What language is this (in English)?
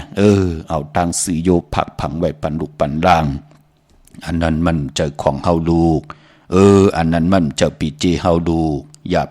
Shan